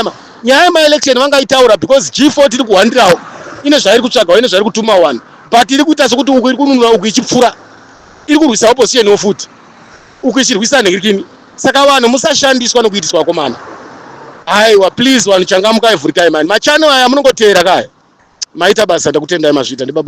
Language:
Shona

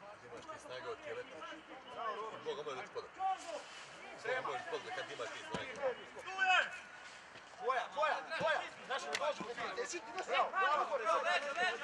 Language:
Croatian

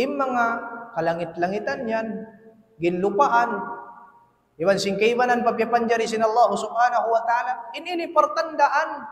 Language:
Tausug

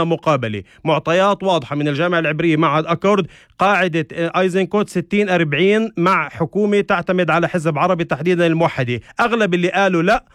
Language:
North Levantine Arabic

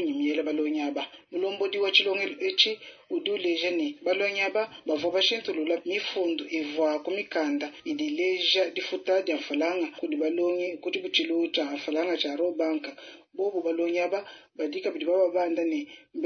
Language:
Luba-Lulua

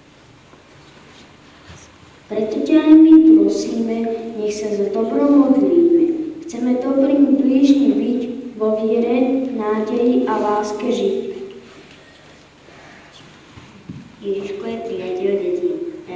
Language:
Slovak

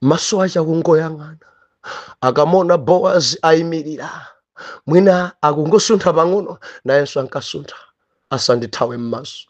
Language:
Nyanja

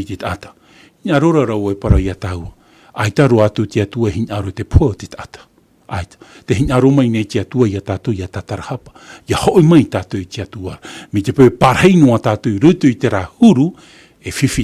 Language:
Tahitian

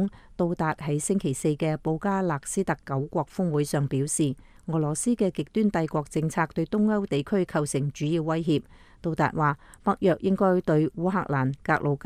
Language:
Cantonese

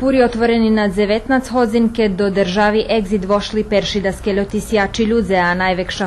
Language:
Rusyn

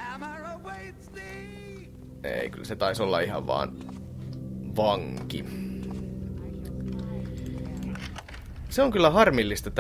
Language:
Finnish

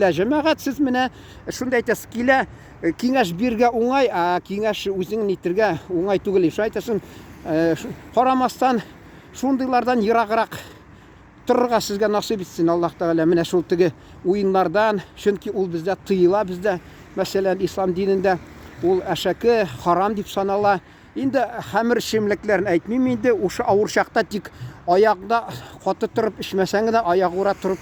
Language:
Tatar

